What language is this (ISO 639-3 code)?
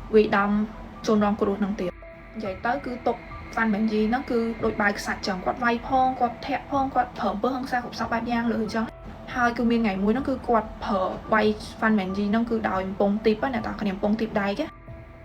khm